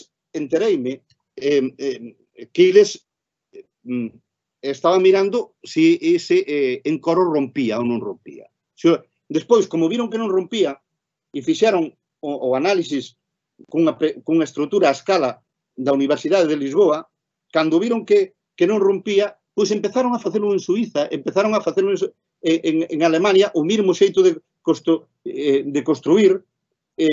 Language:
Galician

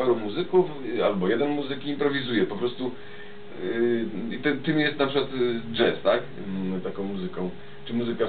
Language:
Polish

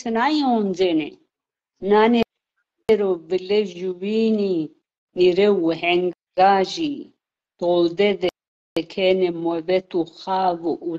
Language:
Zaza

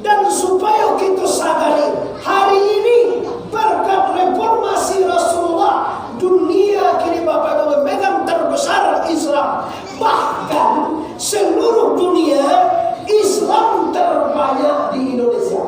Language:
Minangkabau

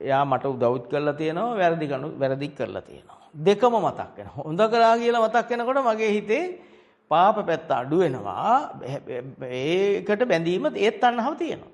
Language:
Sinhala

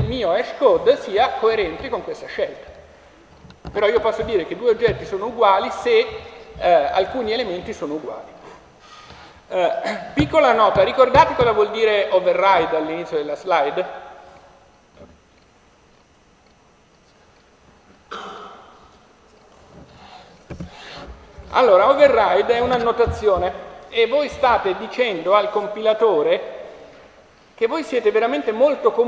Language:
Italian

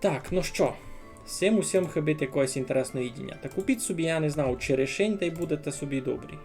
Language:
Rusyn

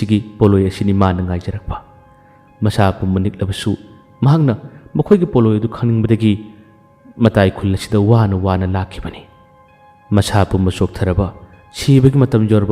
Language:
Manipuri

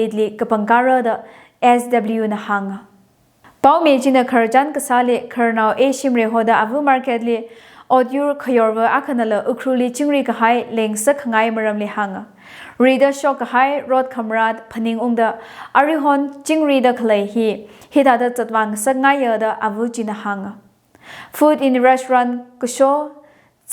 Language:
Tangkhul Naga (India)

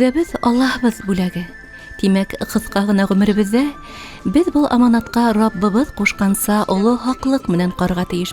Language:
Bashkir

